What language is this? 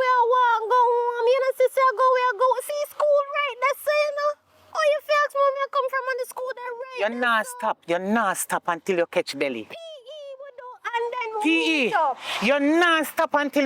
Jamaican Creole English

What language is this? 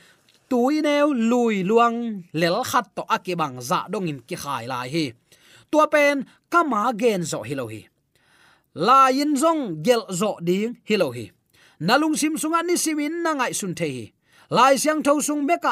Tedim Chin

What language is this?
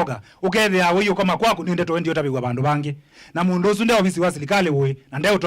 Kamba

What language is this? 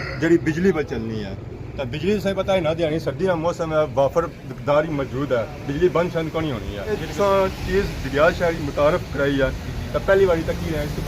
Pahari-Potwari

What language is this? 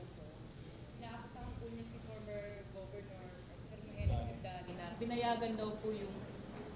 Filipino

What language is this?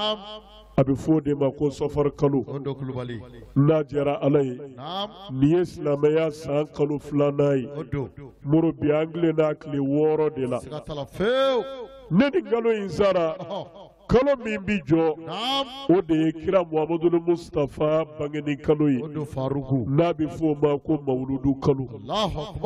Bambara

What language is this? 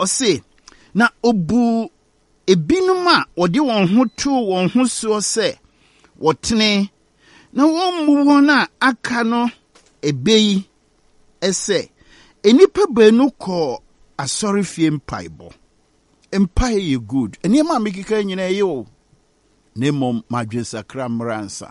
Akan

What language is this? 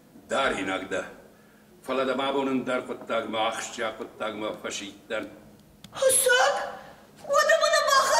Ossetic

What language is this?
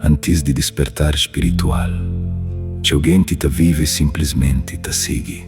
Kabuverdianu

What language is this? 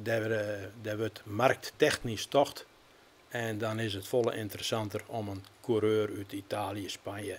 Western Frisian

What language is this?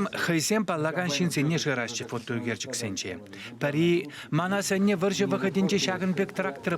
Chuvash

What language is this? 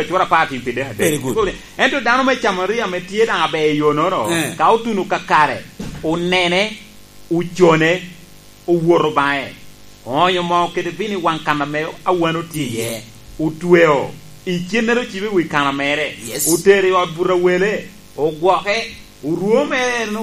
Lango (Uganda)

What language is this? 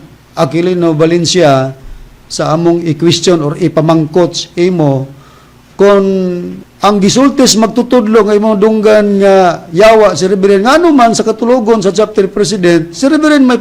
Cebuano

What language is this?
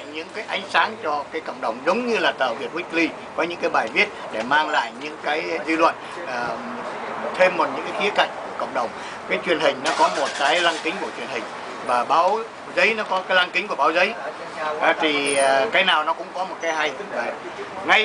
Vietnamese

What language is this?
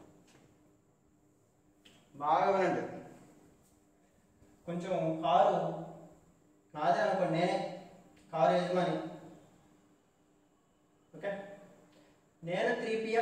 Telugu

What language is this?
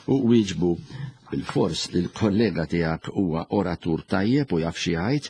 Maltese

